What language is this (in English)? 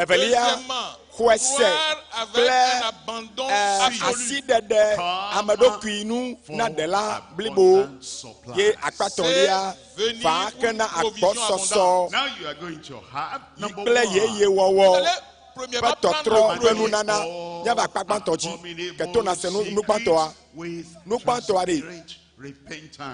Ewe